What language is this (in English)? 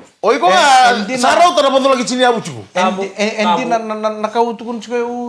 Fijian